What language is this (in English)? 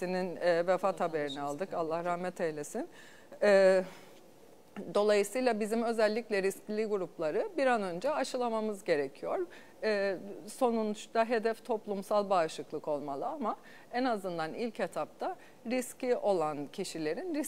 Turkish